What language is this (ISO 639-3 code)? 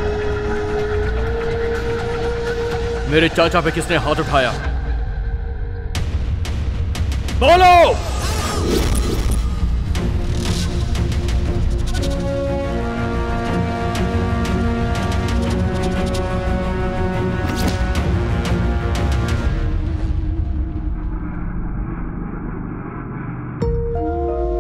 hin